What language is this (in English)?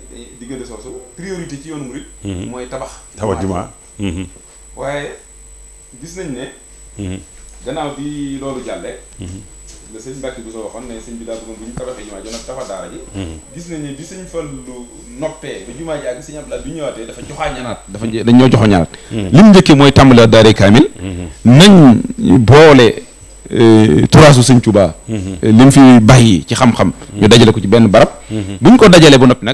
Wolof